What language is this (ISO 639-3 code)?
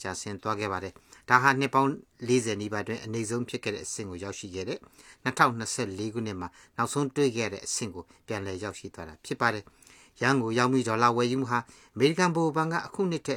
mya